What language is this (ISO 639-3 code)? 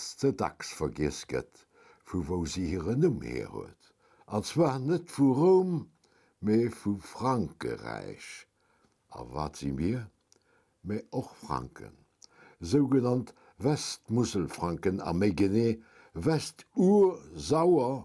ltz